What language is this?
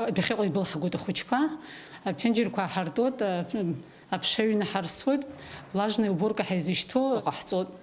Abkhazian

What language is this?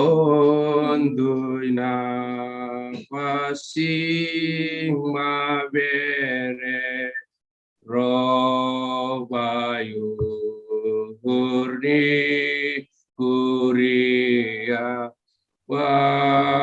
Batak Simalungun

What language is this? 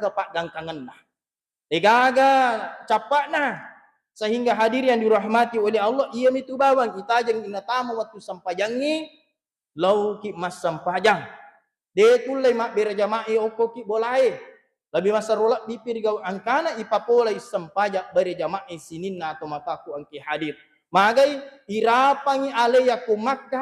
Buginese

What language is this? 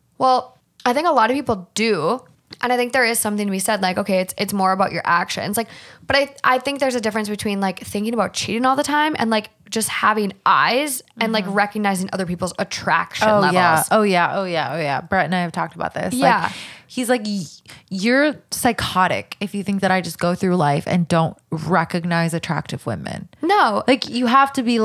English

